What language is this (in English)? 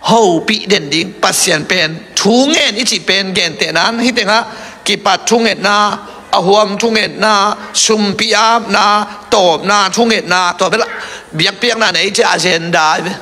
Tedim Chin